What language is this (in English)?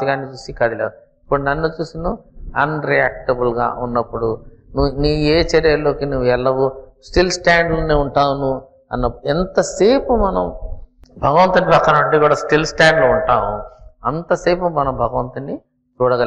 Telugu